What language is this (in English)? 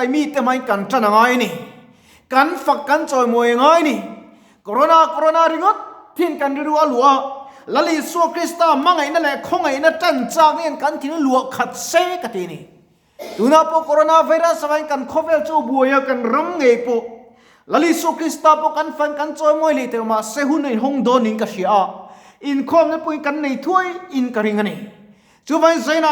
Mizo